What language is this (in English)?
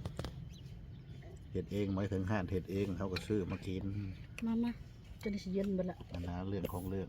Lao